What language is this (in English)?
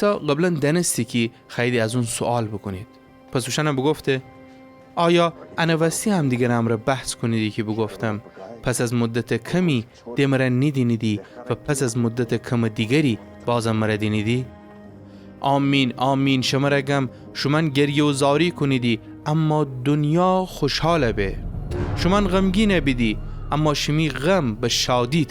Gilaki